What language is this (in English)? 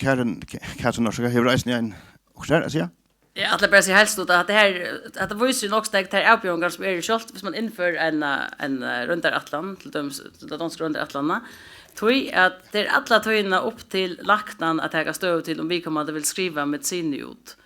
Faroese